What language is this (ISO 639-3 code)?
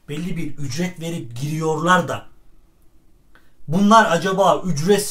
tur